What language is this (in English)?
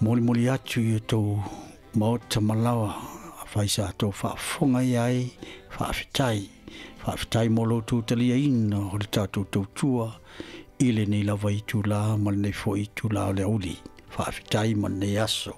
Samoan